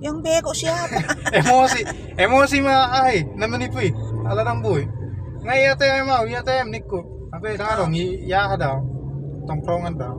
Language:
Batak Toba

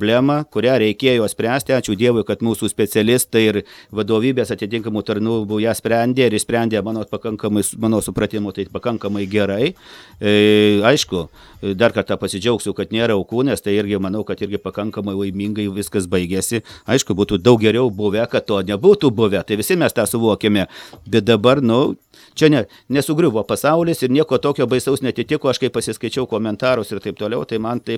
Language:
Lithuanian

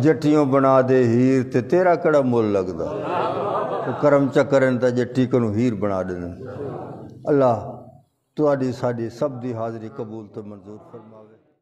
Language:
Saraiki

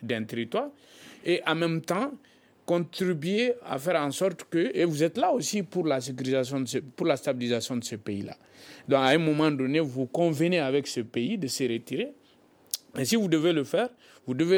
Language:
French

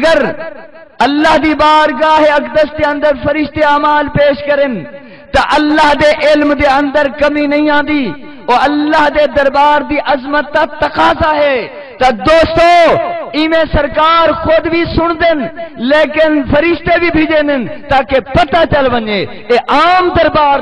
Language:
Saraiki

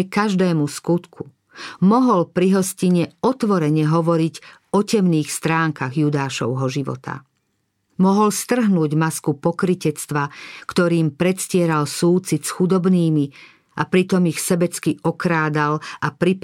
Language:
Slovak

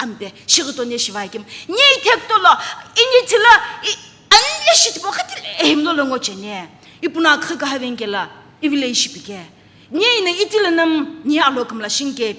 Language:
Sumi Naga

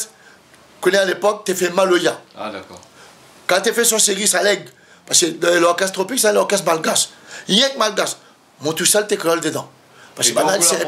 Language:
Réunion Creole French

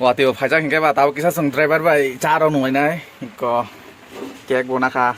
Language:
Kok Borok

